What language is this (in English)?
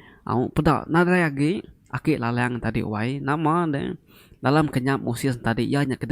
Iban